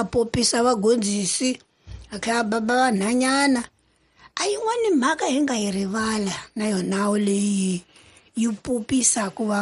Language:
Tsonga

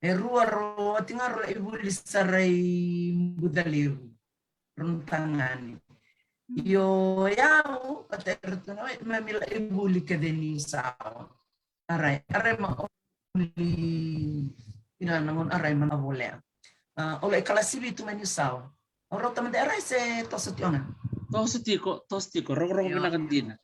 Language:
Fijian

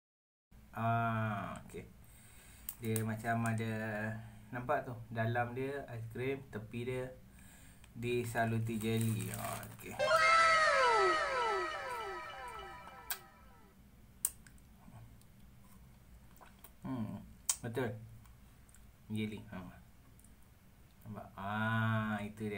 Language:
Malay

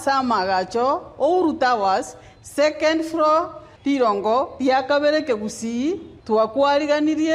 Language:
Gusii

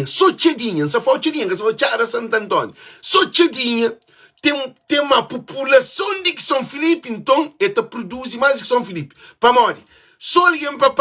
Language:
Kabuverdianu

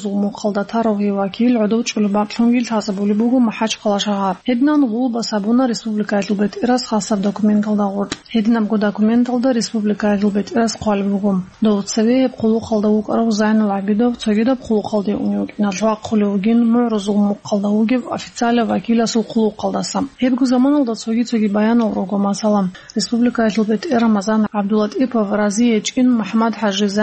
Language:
Avaric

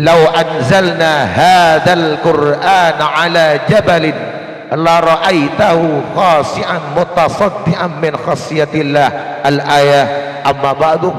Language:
Madurese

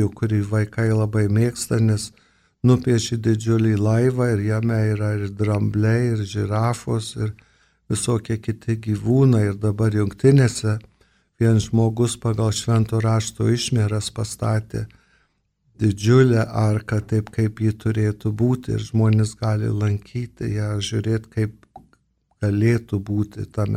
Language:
Lithuanian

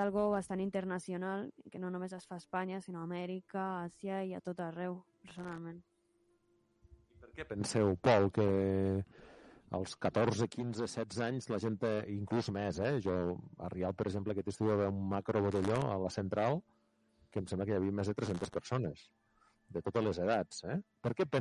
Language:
Catalan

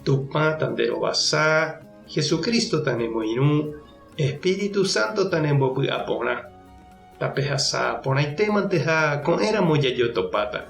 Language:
Guarani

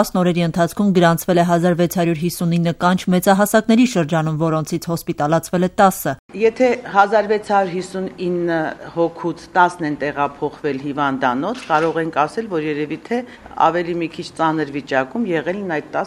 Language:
Armenian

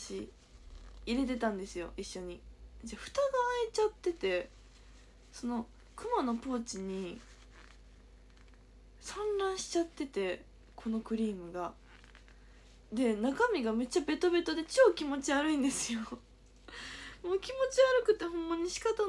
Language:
Japanese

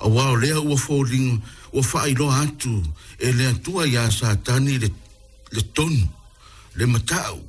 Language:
Samoan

